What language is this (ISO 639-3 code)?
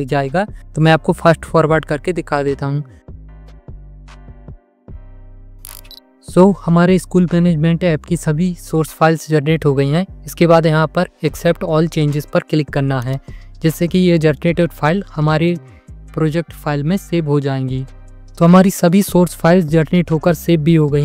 hin